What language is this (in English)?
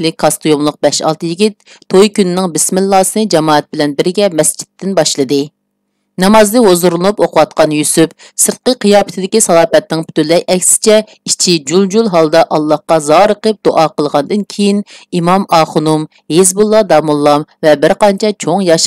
Uyghur